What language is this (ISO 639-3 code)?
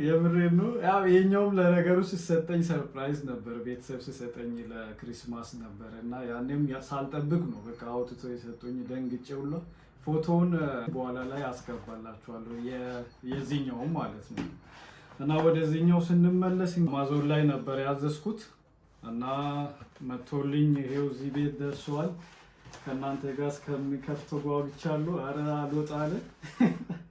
amh